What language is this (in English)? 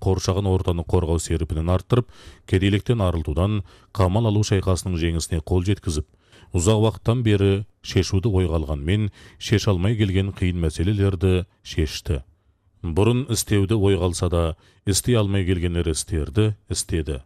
Kazakh